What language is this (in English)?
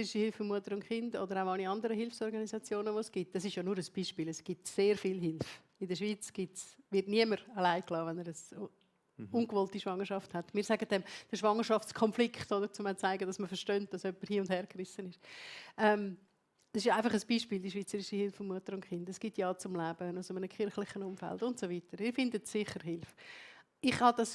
Swiss German